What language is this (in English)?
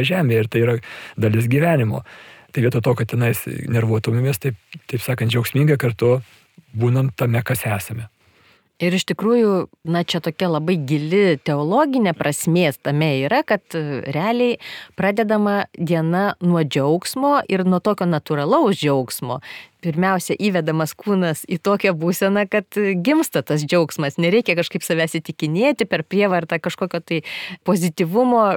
Lithuanian